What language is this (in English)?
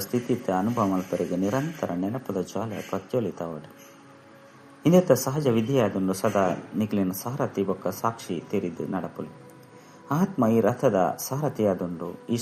Tulu